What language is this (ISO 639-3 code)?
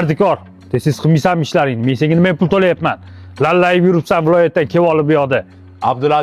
uzb